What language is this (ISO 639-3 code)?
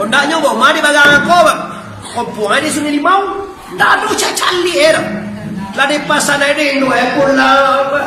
min